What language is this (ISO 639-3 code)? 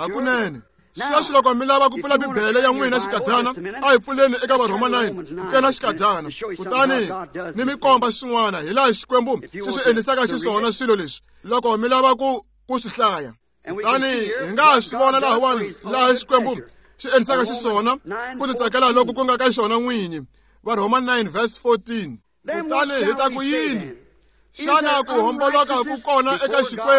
tso